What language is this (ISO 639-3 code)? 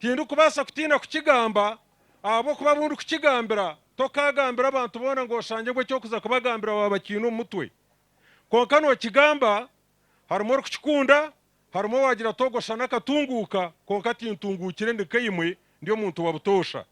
nyn